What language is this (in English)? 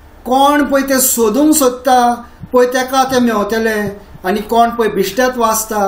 Konkani